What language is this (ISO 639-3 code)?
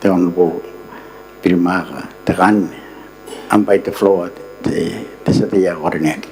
gil